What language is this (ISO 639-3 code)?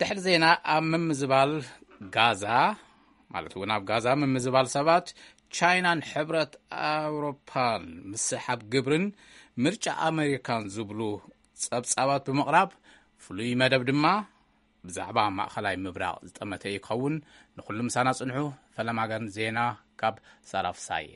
tir